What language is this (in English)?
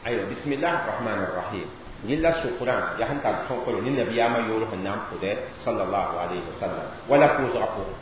Mossi